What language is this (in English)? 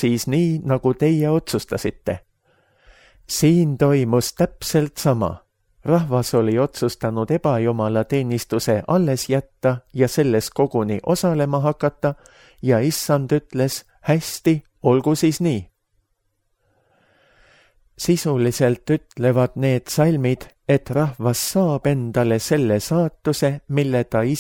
Estonian